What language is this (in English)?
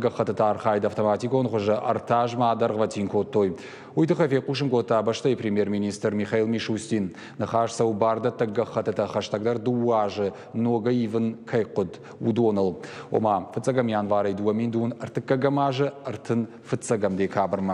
Ossetic